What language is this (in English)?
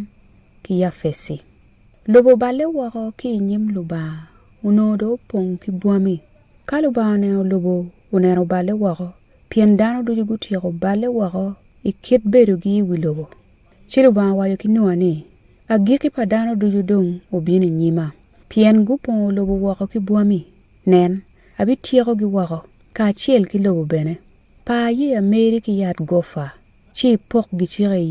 Acoli